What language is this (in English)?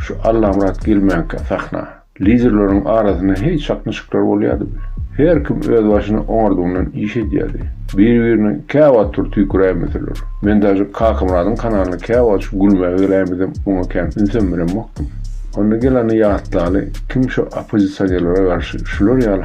Turkmen